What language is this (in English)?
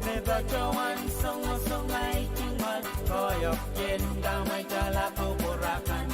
Pohnpeian